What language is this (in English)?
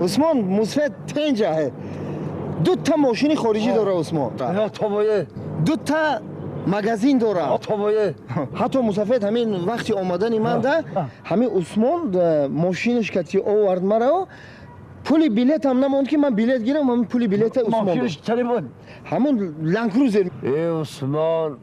Tajik